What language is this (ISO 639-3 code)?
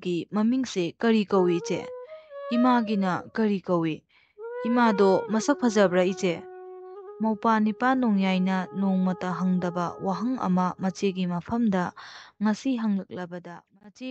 mni